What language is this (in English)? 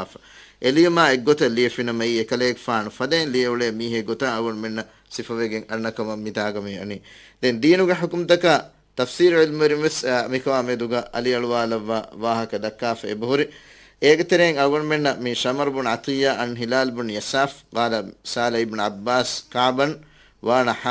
Divehi